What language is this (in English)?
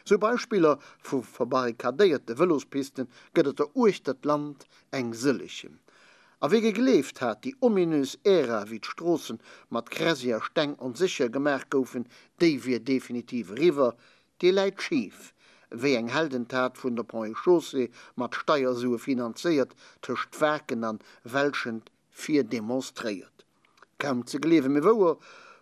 Luxembourgish